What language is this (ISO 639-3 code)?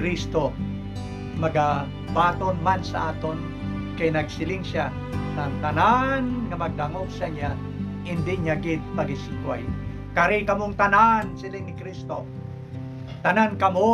hil